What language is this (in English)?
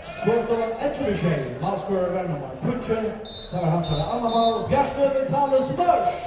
Faroese